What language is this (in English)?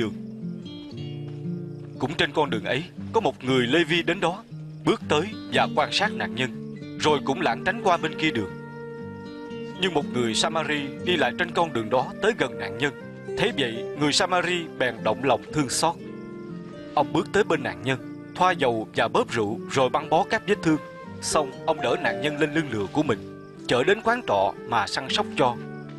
Vietnamese